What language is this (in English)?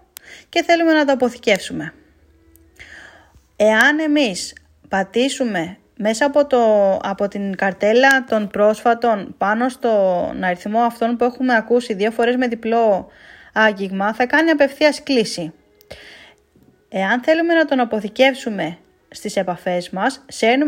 Greek